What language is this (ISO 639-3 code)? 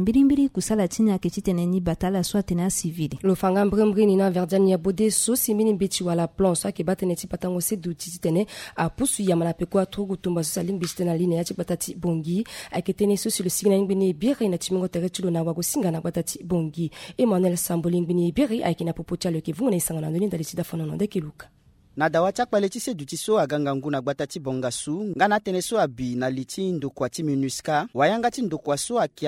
sag